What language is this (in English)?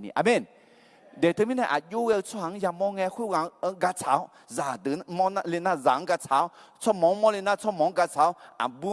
Akha